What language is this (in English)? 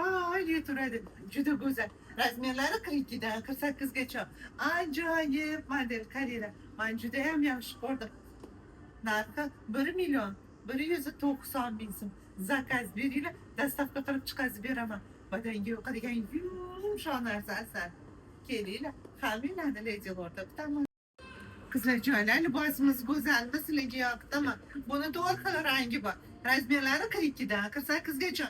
Uzbek